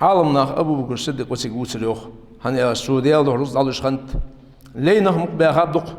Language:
Ingush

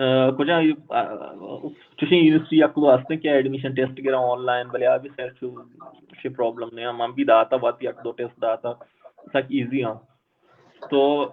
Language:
Baluchi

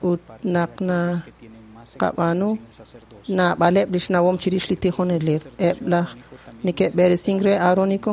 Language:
Kekchí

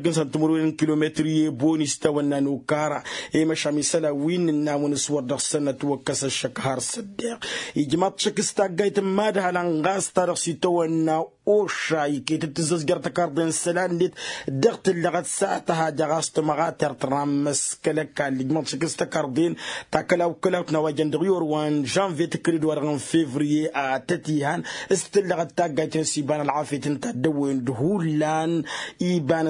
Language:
Tamasheq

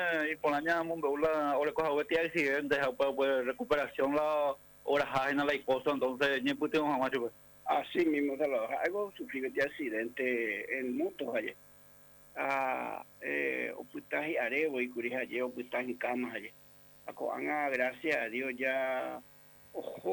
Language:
Guarani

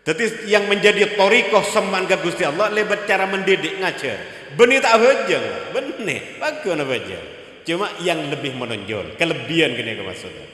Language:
Madurese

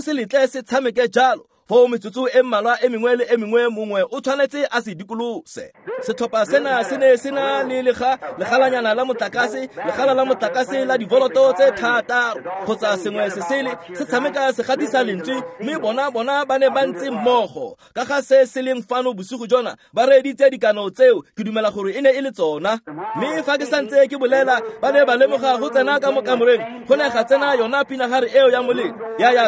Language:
Tswana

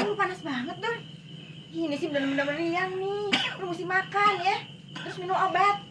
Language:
Betawi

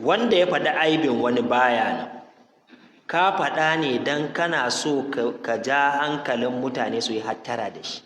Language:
Hausa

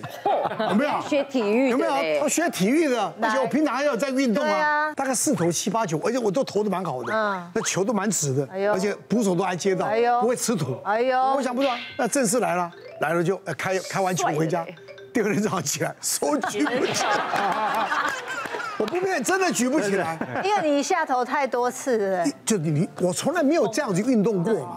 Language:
Chinese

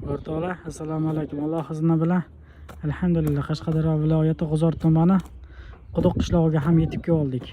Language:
Uzbek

